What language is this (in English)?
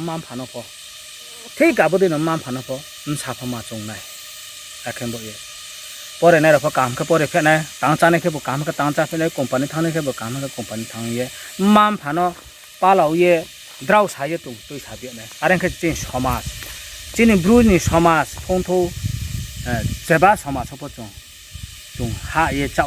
Riang (India)